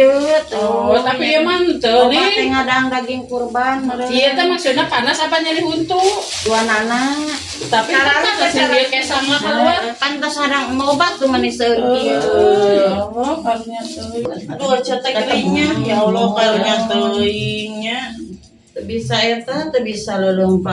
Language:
Sundanese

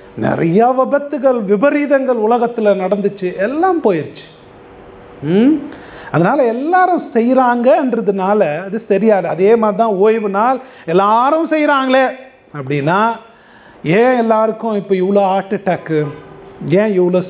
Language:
Tamil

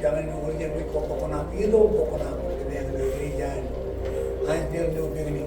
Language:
Marshallese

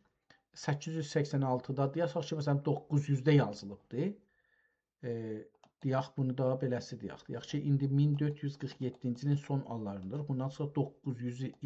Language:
South Azerbaijani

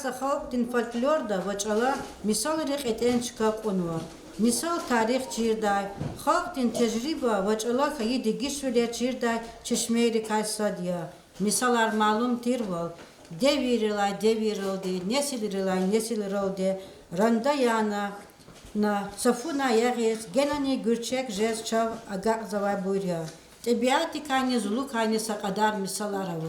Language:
Lezghian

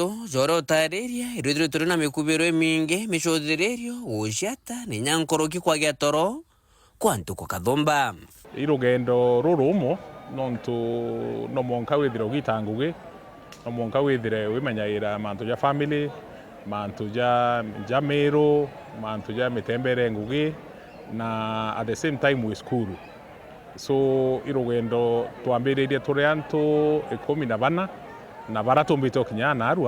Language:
Meru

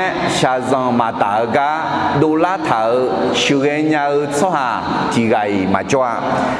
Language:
Akha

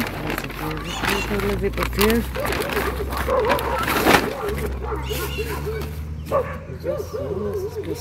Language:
Portuguese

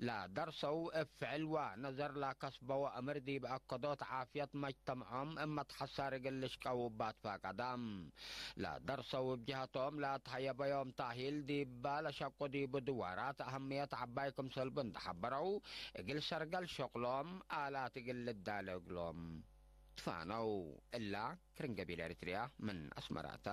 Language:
Tigre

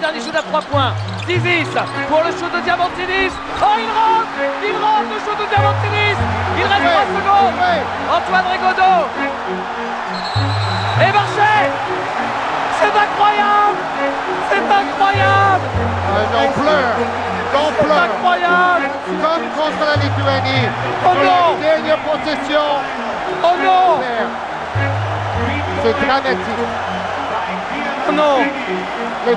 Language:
French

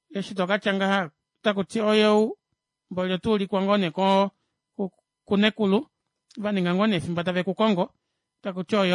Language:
Kuanyama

